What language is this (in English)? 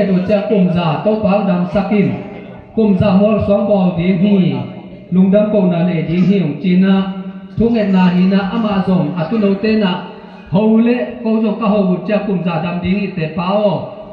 Tedim Chin